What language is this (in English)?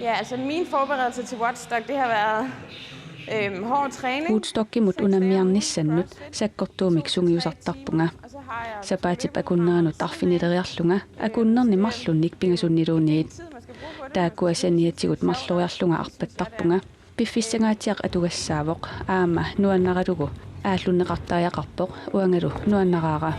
Kalaallisut